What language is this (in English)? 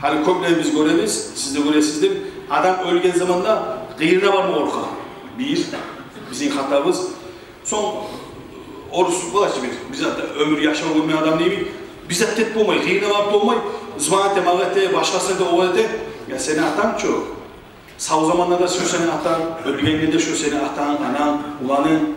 Kumyk